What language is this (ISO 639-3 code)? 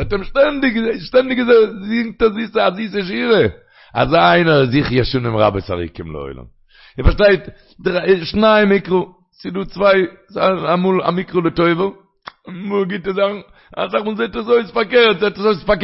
yid